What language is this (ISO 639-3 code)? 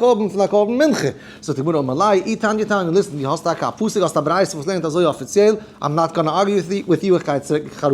yid